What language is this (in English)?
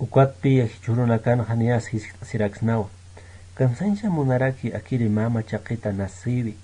Aymara